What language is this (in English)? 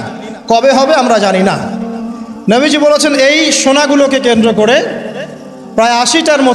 Bangla